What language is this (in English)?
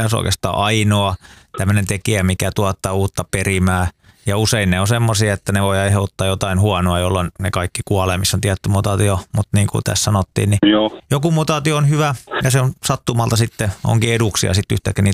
Finnish